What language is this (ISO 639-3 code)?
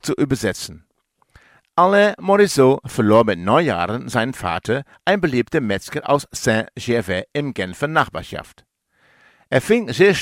deu